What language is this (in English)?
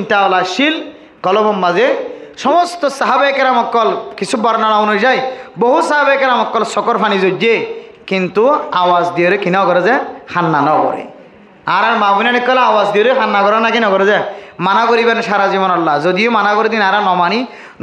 Rohingya